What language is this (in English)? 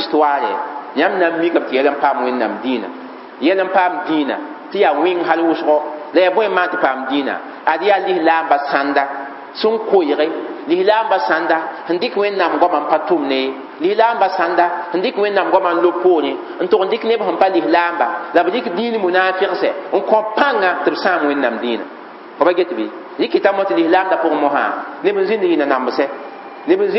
Mossi